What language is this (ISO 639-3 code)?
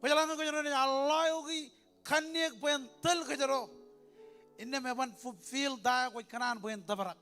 mah